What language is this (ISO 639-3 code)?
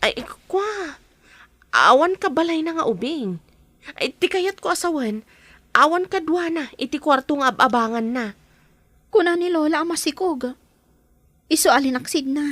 ilo